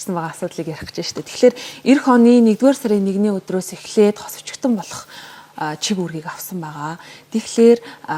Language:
Mongolian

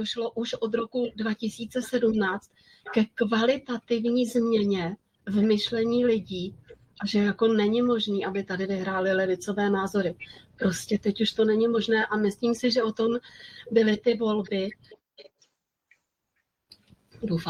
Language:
Czech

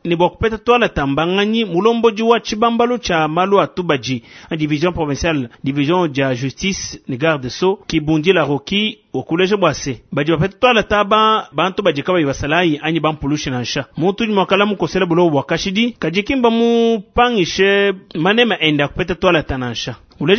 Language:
Luba-Lulua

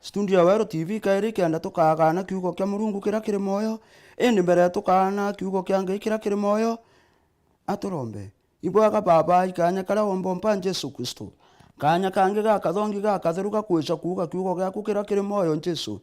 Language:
Meru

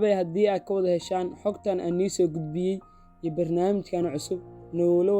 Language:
Somali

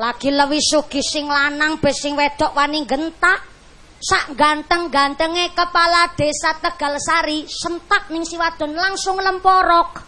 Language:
Javanese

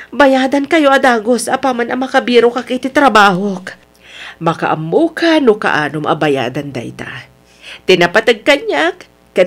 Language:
Iloko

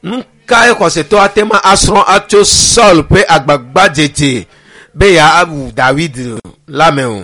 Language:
Ewe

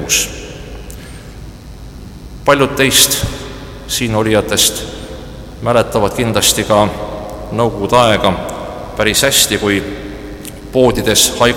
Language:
Estonian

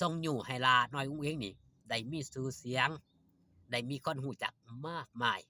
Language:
Northeastern Thai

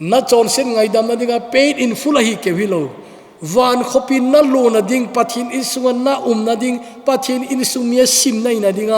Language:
Thado Chin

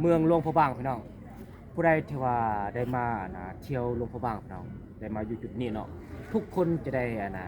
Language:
Lao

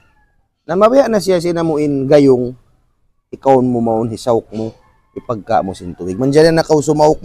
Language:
Tausug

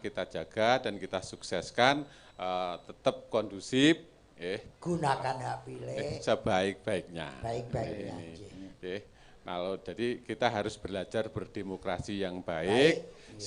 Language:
Javanese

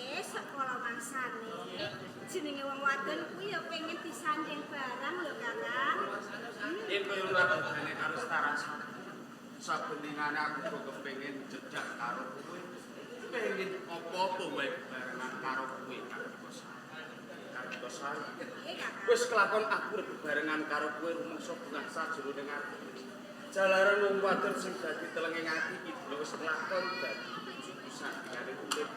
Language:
Javanese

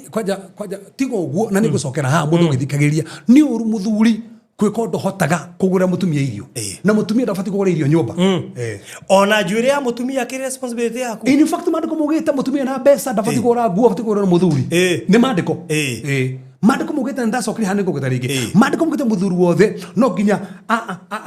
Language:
Kikuyu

